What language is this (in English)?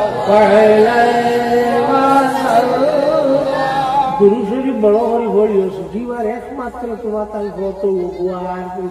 Sylheti